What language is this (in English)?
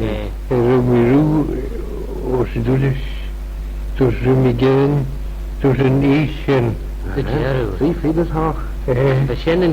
Manx